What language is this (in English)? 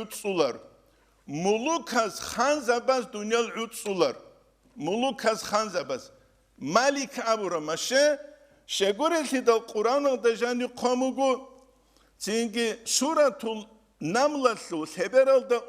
Avaric